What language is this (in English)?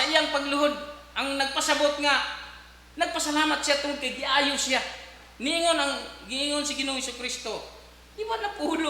Cebuano